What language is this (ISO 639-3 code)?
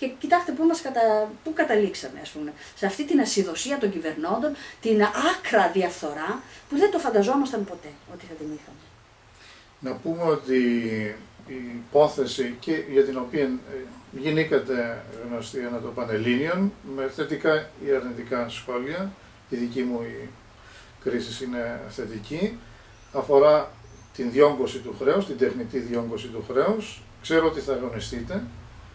ell